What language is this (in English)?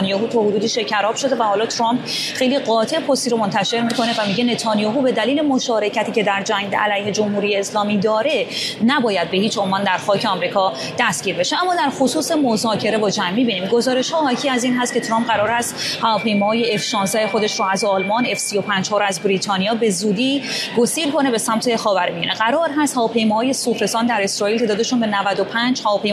Persian